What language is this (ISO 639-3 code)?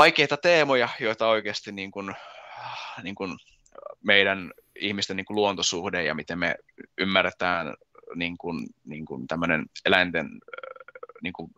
fin